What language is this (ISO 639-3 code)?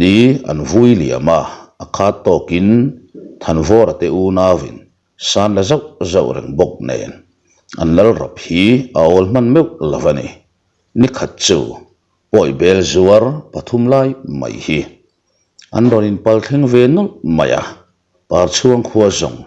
lus